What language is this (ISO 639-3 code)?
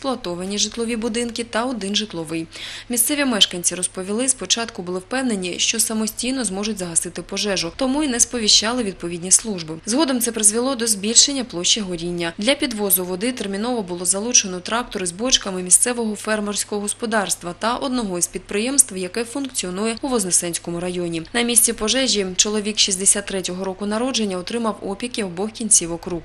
ukr